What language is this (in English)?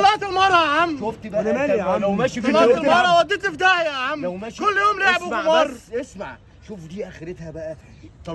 Egyptian Arabic